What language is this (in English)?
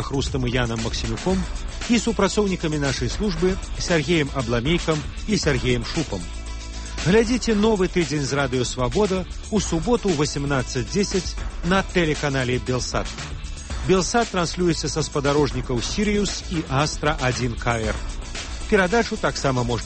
Belarusian